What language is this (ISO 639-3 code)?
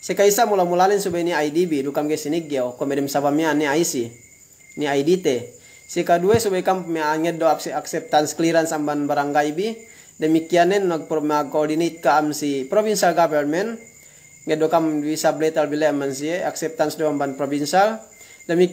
yka